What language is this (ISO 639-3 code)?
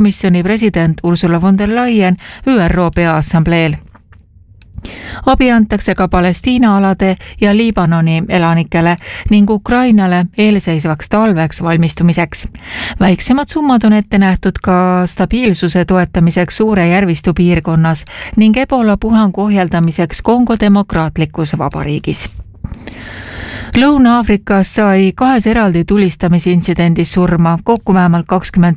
est